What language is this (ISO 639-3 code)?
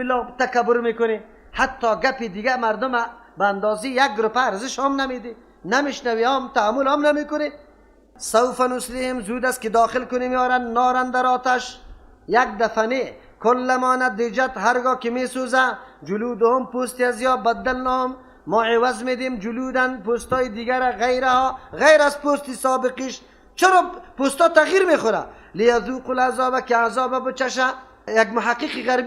fas